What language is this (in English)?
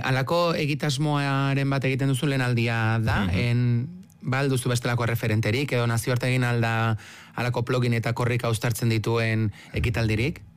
Basque